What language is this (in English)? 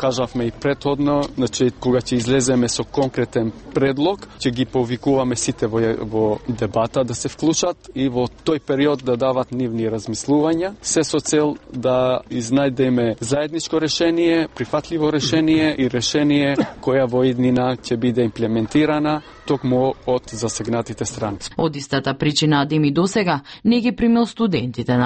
Macedonian